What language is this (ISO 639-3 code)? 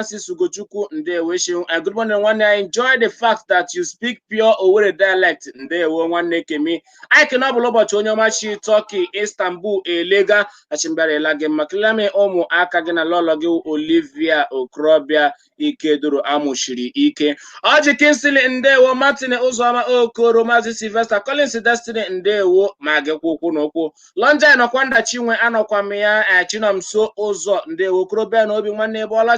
ibo